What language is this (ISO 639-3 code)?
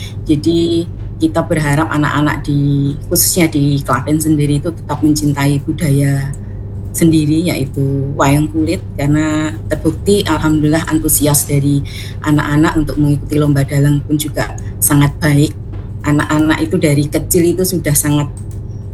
ind